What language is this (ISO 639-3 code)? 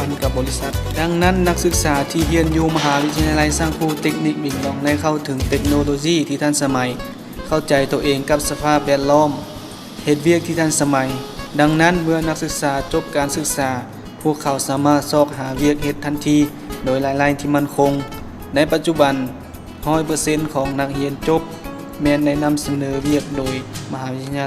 lao